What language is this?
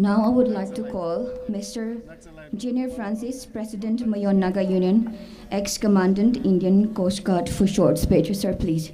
Tangkhul Naga (India)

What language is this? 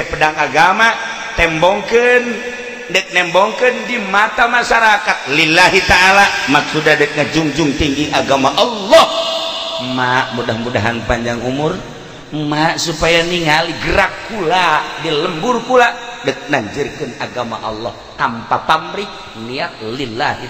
Sundanese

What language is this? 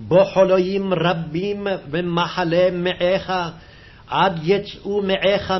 Hebrew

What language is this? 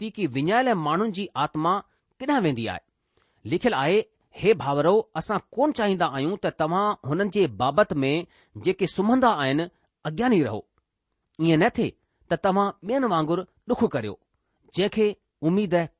Sindhi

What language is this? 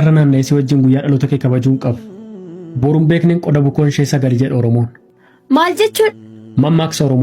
Oromo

